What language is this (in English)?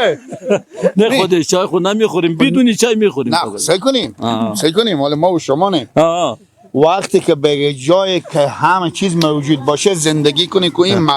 Persian